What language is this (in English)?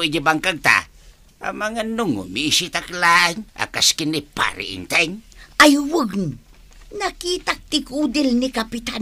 Iloko